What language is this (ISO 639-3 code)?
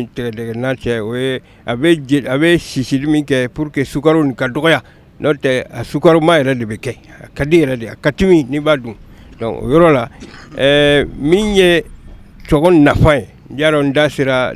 bam